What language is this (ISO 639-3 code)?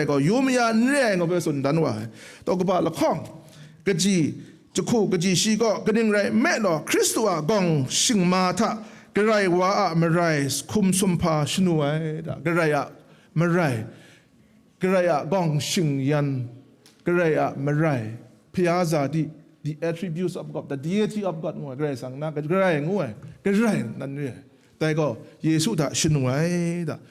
kac